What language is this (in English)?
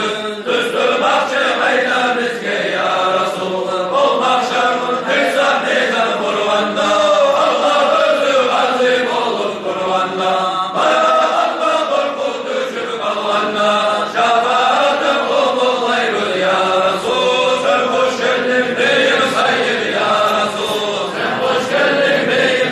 Kumyk